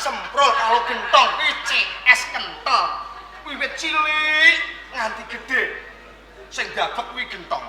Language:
Javanese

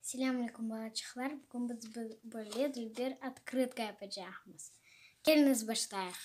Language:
Crimean Tatar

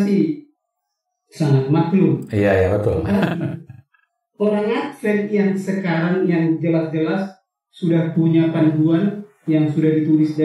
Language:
Indonesian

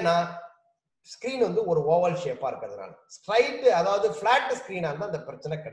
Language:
Tamil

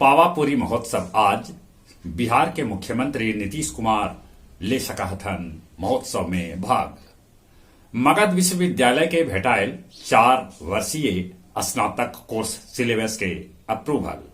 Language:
Magahi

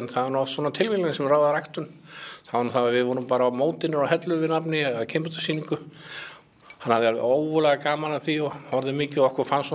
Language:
Icelandic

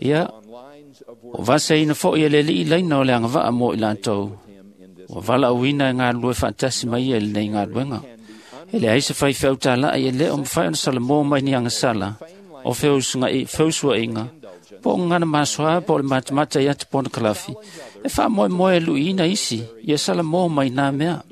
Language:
Samoan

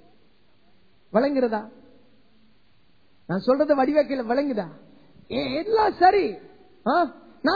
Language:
Tamil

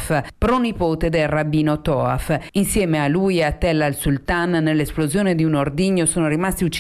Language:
Italian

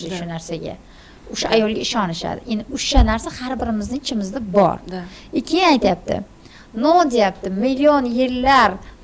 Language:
Uzbek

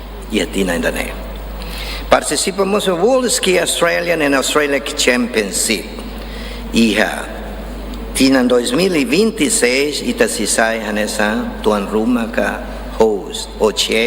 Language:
Tetum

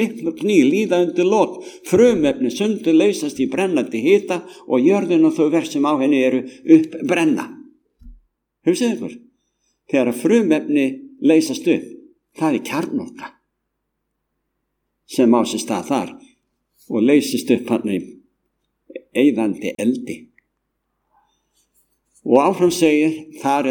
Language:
Icelandic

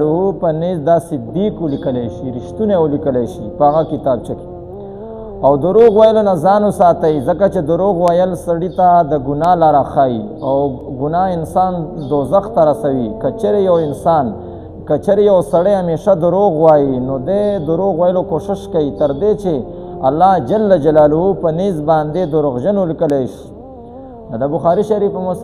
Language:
Pashto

